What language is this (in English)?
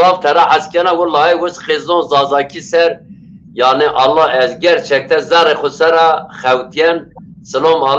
Zaza